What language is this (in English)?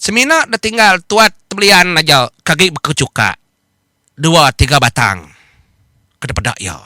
Iban